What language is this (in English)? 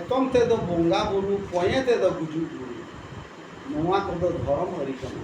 Santali